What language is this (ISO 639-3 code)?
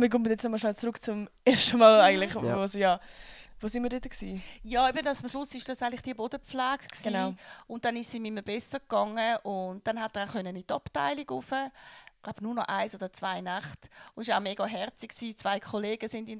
gsw